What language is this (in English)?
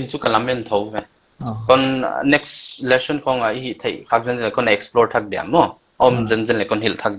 Paite Chin